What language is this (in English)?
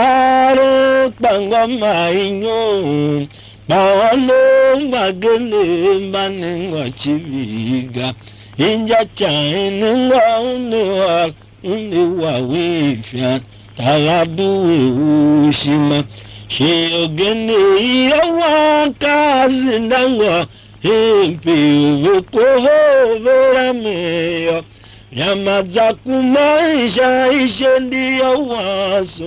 Tiv